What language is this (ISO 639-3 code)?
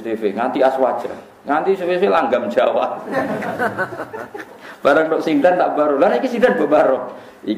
jav